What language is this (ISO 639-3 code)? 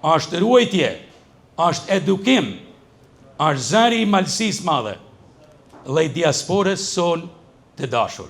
sqi